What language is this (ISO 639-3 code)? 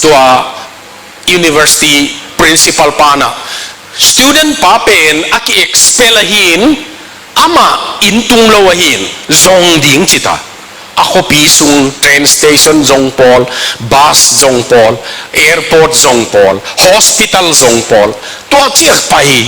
ctd